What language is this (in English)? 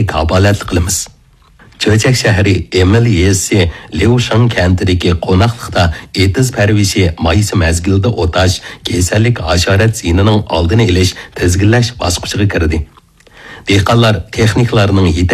Uyghur